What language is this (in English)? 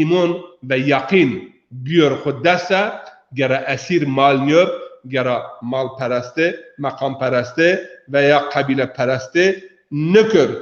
Zaza